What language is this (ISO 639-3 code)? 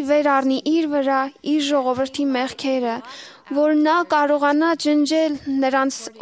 hye